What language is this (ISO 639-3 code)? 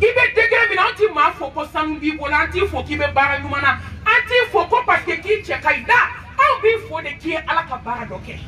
bam